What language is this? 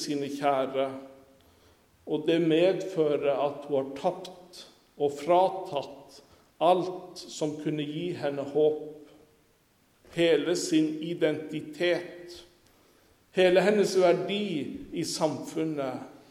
Norwegian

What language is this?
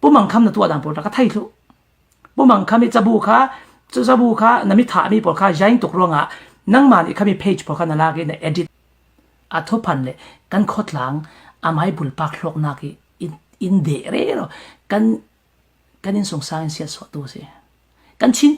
Hakha Chin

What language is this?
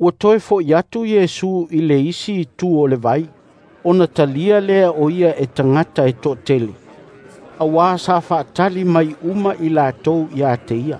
Samoan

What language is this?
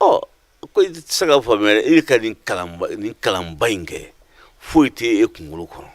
Bambara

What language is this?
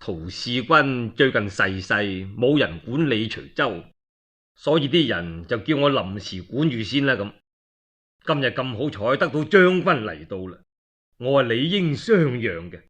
Cantonese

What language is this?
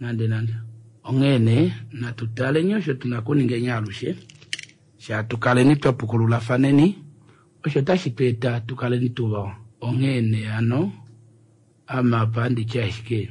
Kuanyama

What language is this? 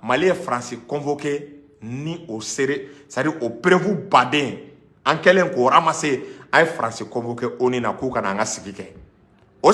Bambara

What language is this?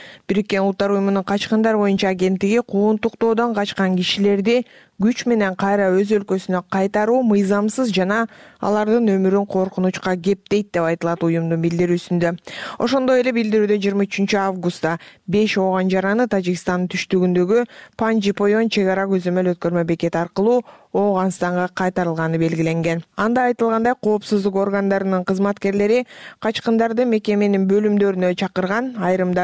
Kyrgyz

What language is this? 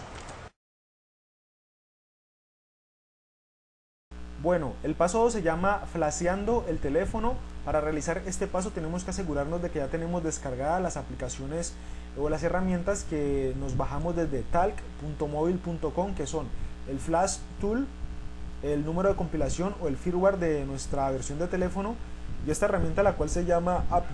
Spanish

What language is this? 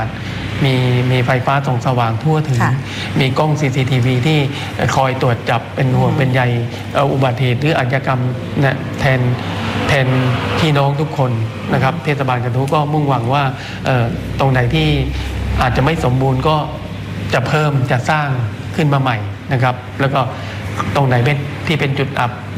Thai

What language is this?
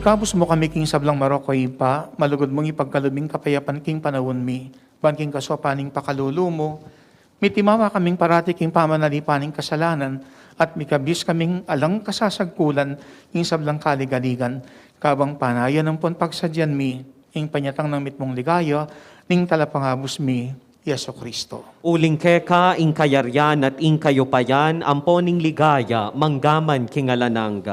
Pampanga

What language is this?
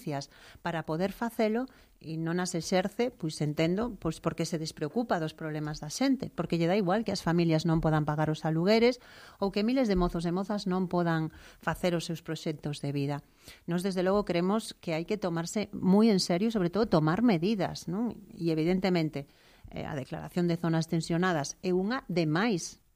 Galician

